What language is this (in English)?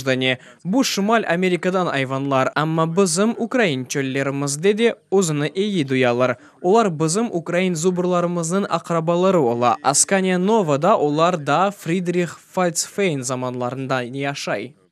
Crimean Tatar